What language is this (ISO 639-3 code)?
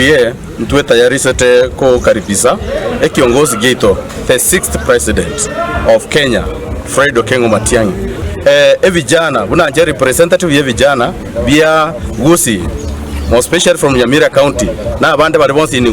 guz